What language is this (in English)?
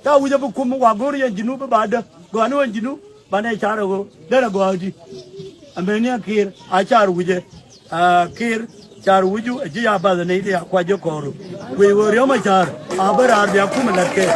Nuer